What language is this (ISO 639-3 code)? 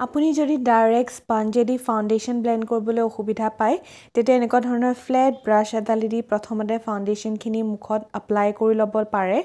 asm